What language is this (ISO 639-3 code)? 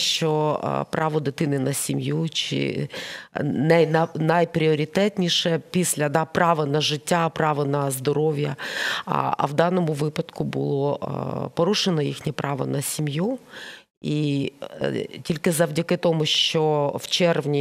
ukr